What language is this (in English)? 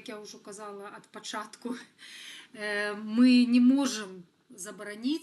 Belarusian